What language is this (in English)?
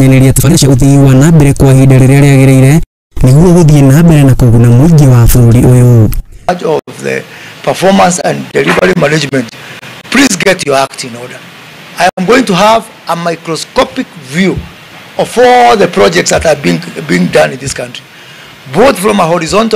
Kikuyu